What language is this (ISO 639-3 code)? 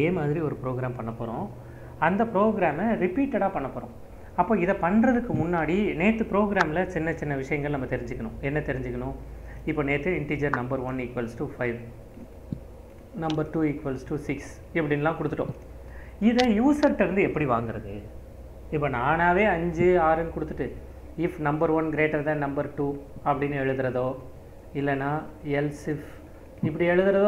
tam